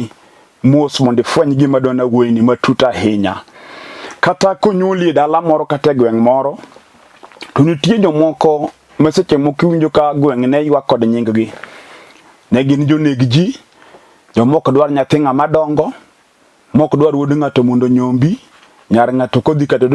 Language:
Luo (Kenya and Tanzania)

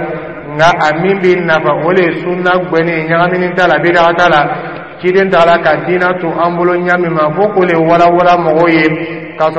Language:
Dyula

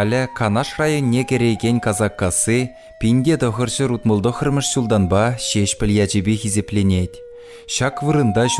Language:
Chuvash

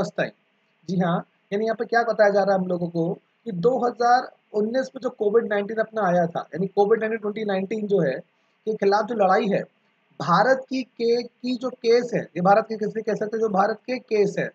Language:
Hindi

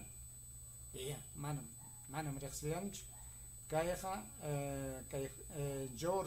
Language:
Ayacucho Quechua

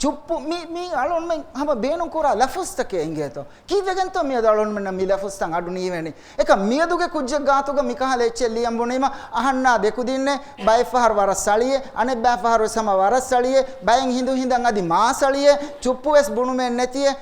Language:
Divehi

